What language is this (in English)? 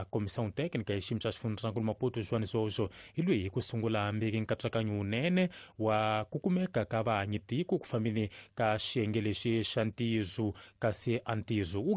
Tsonga